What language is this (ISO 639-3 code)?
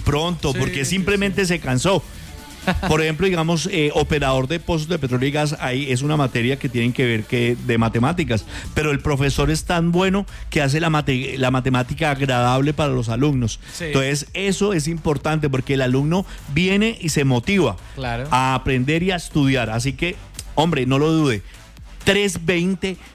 spa